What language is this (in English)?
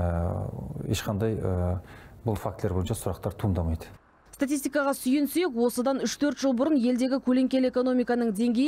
Kazakh